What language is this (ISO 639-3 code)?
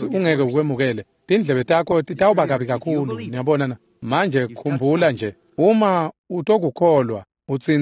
ssw